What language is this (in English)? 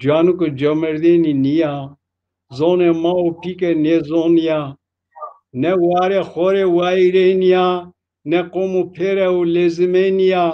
Zaza